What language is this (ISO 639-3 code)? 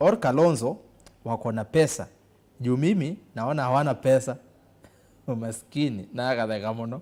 kam